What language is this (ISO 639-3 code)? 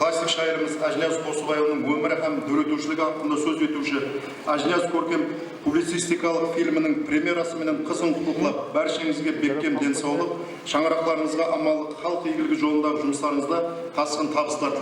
kaa